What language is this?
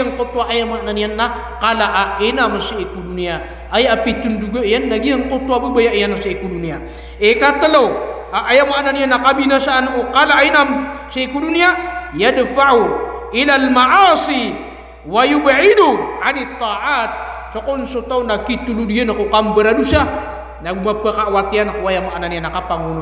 Maranao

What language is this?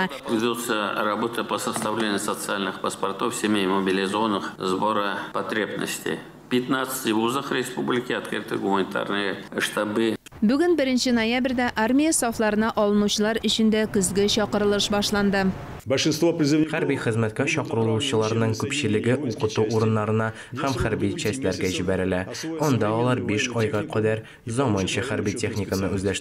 Tatar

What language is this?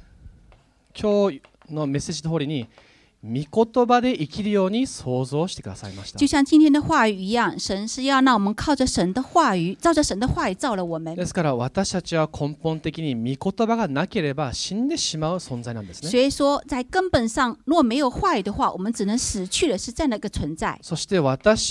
Japanese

